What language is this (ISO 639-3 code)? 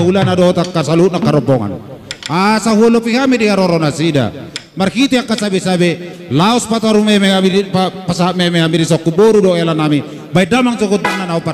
bbc